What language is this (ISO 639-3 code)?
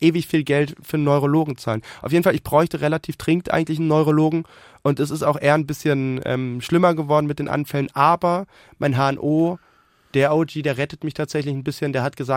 deu